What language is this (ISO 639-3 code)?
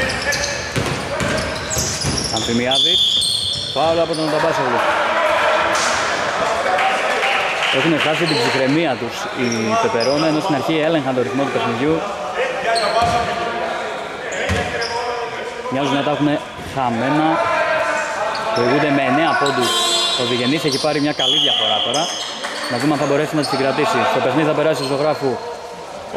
ell